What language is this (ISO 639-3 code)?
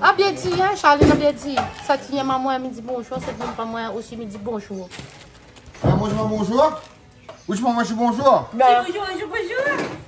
rcf